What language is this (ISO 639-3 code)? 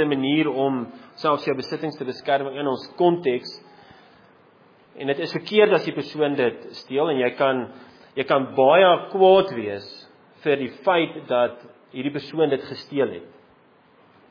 afr